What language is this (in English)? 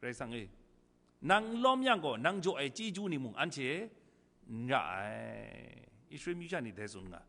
Kachin